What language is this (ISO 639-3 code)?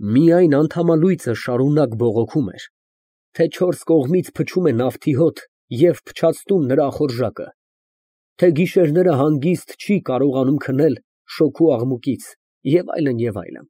hye